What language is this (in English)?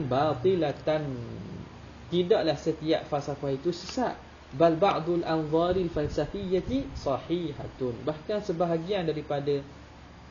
Malay